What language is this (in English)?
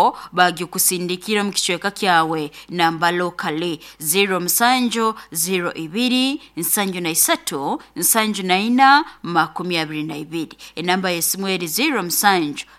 Nyoro